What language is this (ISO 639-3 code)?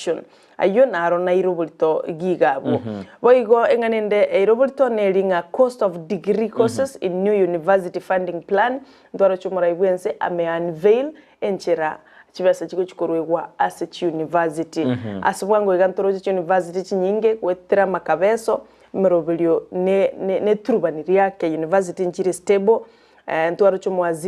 guz